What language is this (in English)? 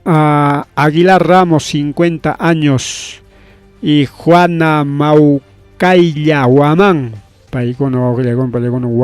Ayacucho Quechua